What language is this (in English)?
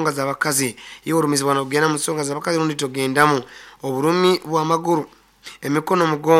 Nyankole